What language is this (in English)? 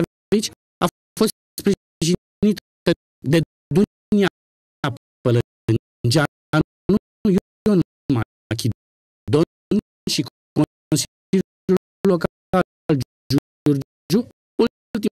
Romanian